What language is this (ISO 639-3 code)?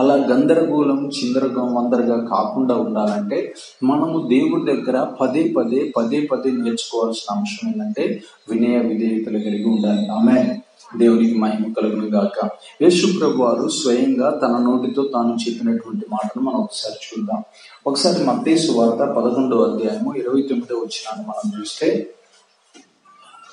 tel